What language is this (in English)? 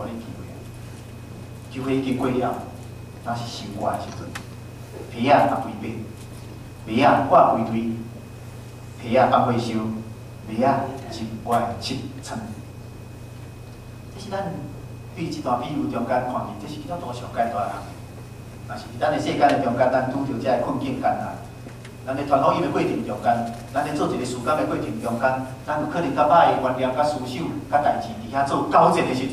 Min Nan Chinese